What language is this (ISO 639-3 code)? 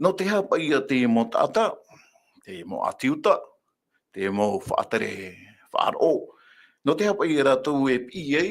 tah